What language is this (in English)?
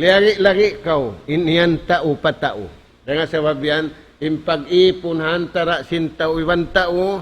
Tausug